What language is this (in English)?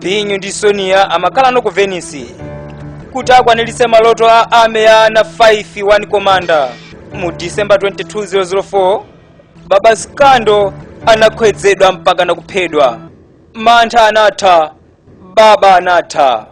Nyanja